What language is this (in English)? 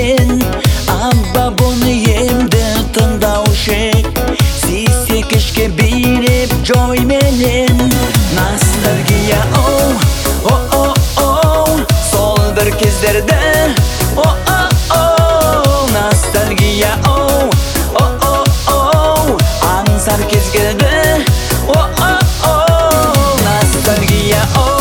Kazakh